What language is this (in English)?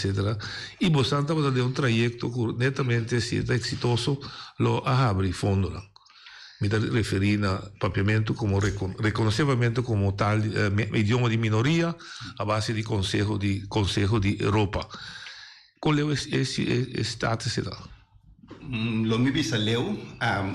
Papiamento